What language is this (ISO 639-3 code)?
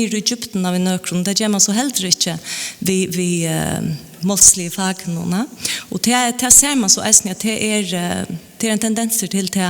fao